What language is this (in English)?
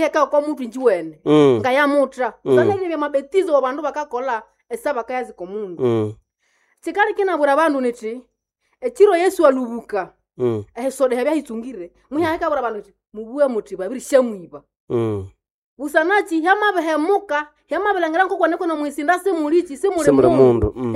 Nande